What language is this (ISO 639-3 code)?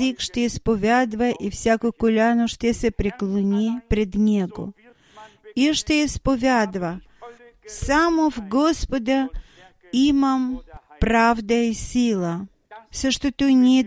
bul